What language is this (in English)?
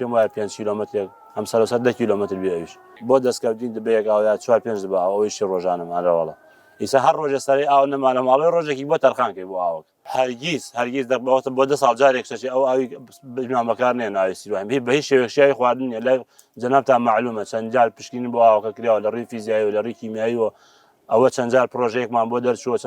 Central Kurdish